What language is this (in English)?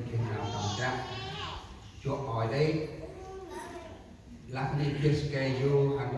Central Mnong